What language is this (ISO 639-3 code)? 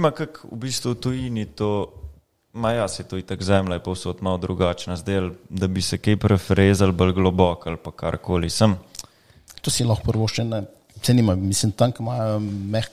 slv